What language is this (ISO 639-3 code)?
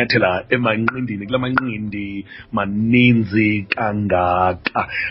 xho